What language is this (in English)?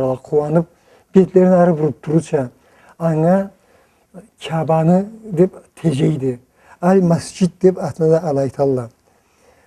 Karachay-Balkar